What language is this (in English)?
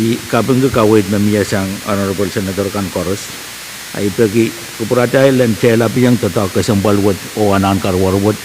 Pohnpeian